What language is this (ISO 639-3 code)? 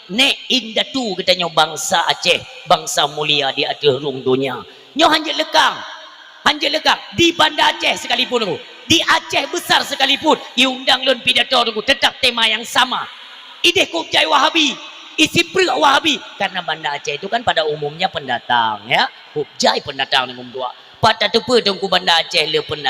ace